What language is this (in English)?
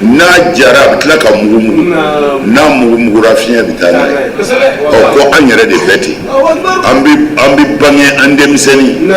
Bambara